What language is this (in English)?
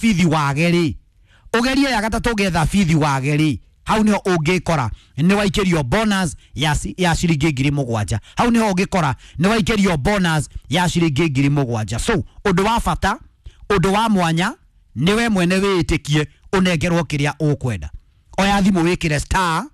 Kikuyu